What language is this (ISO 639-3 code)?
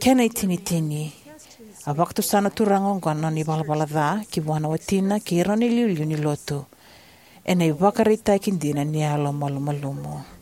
fij